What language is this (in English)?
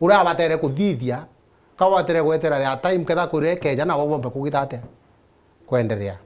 Meru